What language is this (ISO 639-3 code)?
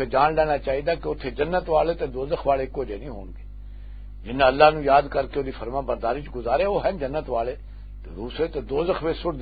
lah